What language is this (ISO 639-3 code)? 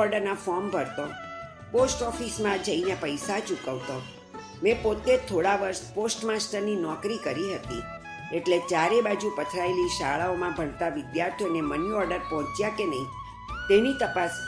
guj